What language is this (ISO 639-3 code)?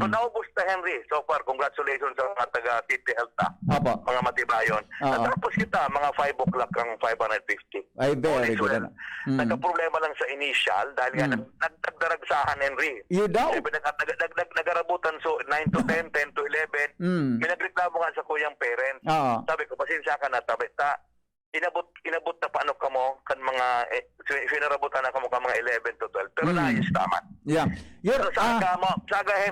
bik